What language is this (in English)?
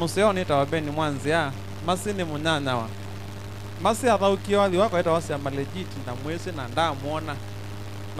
Kamba